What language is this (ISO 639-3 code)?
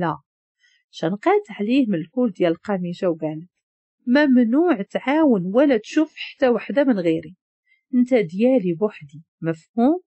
ary